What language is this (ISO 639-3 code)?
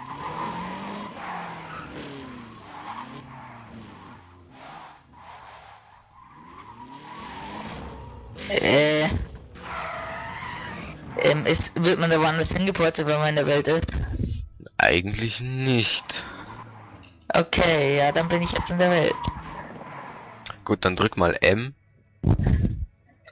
deu